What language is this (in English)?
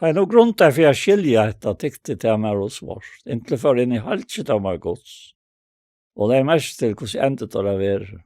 Faroese